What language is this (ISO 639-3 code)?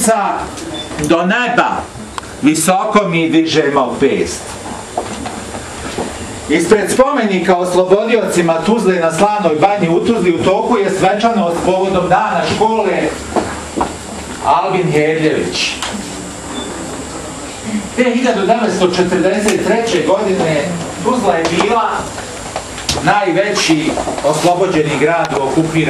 bos